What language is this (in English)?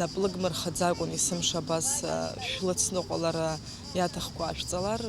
Abkhazian